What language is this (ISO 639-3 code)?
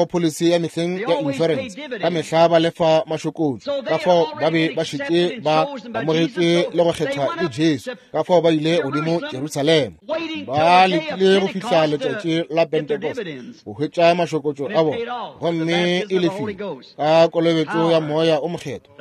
nso